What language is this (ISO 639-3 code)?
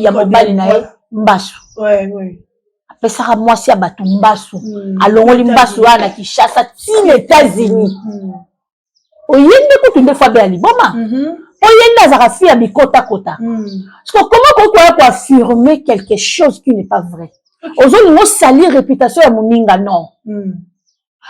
lin